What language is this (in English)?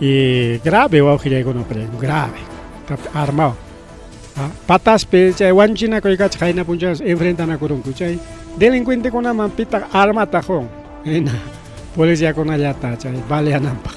Ayacucho Quechua